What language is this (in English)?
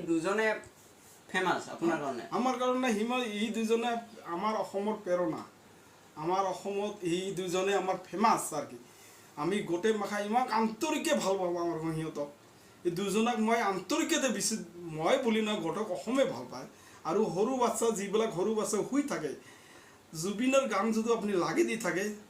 Assamese